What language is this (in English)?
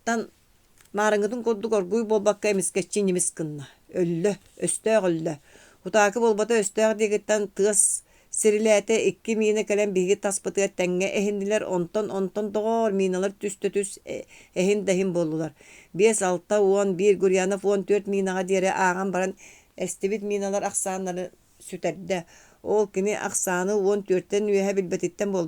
Yakut